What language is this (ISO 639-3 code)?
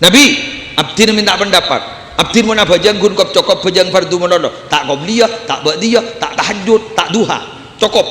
mad